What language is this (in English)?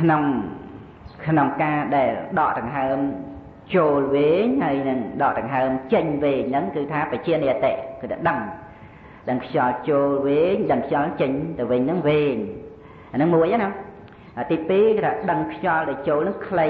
Khmer